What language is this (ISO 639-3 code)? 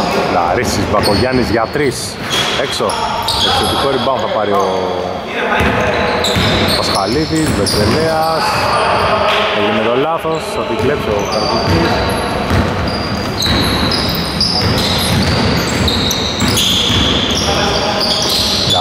ell